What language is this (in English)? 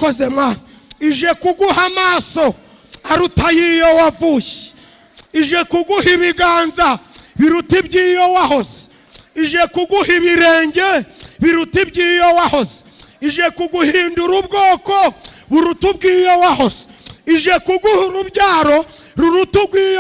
Kinyarwanda